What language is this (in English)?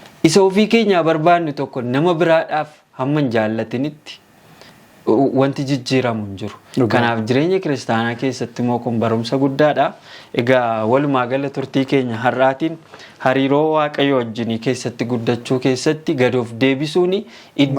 Oromo